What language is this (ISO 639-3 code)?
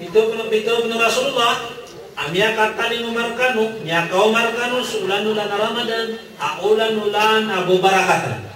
mrw